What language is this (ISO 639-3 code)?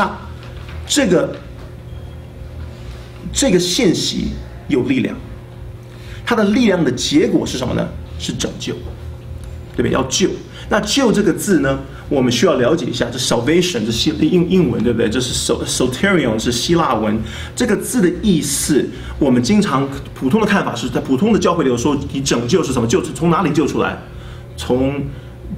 zho